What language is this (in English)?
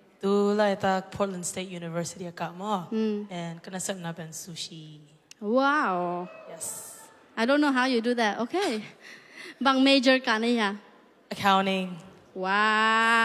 Tedim Chin